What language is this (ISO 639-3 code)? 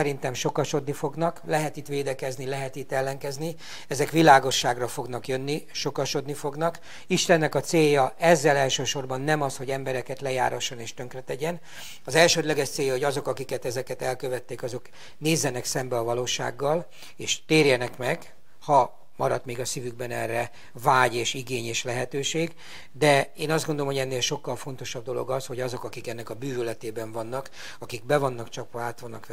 hun